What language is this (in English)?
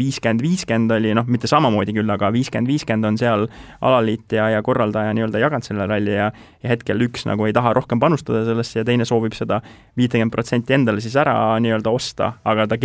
Estonian